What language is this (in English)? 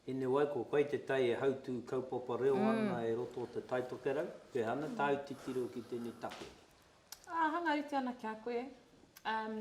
Māori